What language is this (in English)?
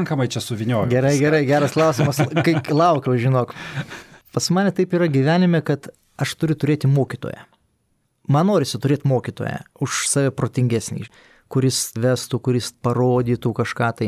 Lithuanian